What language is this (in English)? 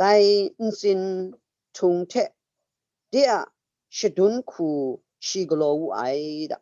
Kachin